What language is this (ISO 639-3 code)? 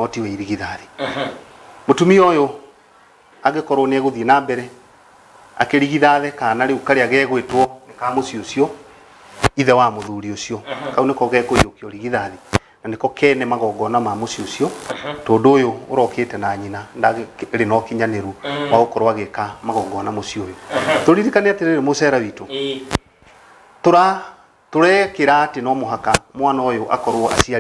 kik